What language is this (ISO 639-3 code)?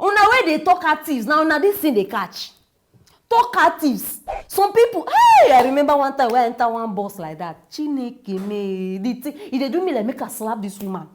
pcm